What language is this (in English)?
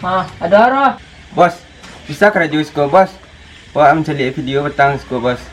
Minangkabau